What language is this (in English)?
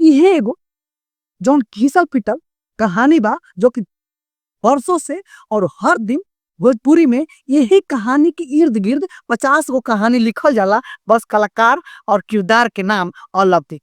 Bhojpuri